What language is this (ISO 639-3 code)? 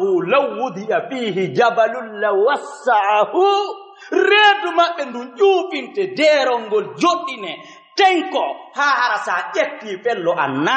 ful